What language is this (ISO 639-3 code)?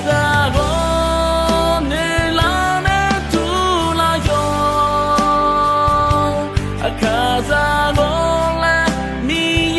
ahk